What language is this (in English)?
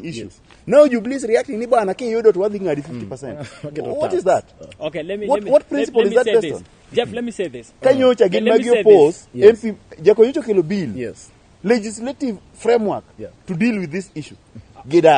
Luo (Kenya and Tanzania)